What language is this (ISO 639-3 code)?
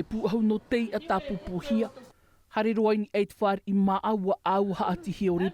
tah